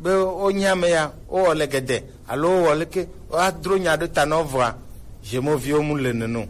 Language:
Gen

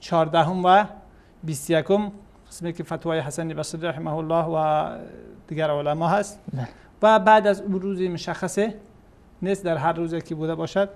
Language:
Persian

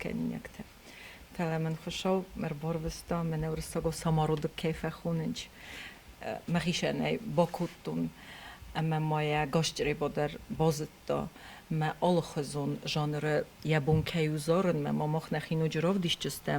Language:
Ossetic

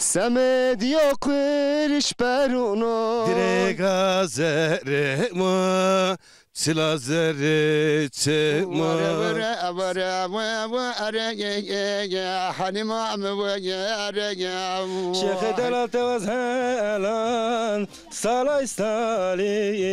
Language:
Zaza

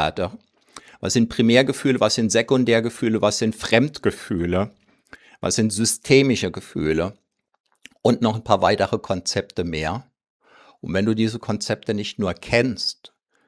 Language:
German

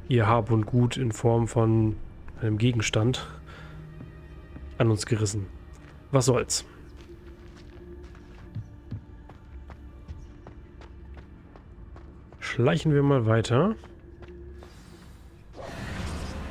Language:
German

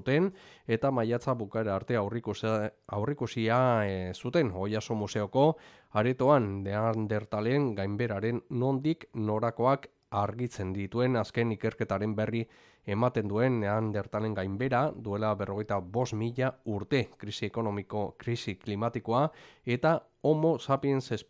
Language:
Basque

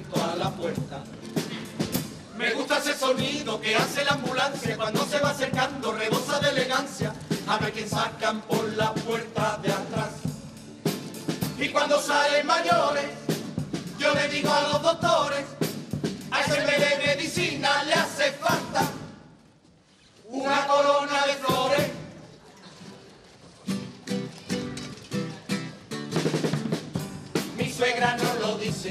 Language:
Spanish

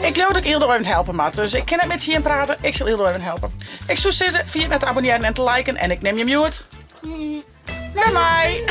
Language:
Western Frisian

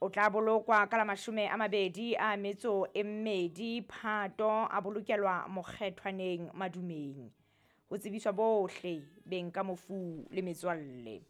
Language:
Southern Sotho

